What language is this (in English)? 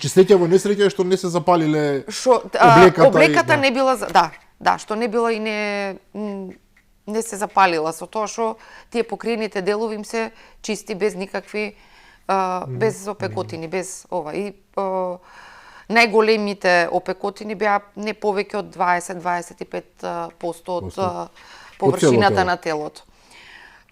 Macedonian